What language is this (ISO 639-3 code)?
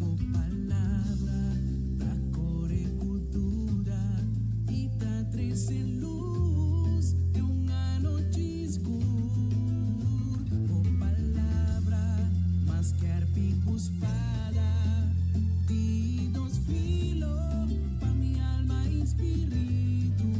pap